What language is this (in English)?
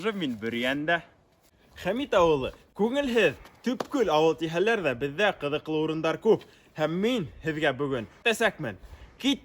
Bashkir